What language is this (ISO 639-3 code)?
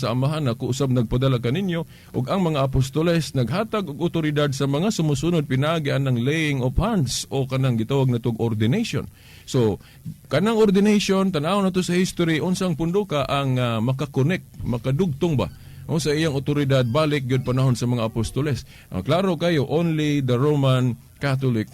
ceb